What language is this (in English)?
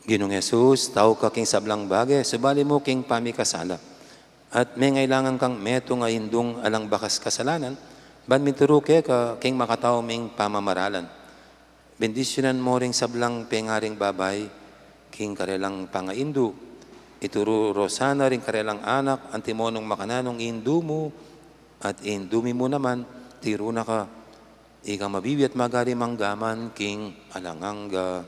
Pampanga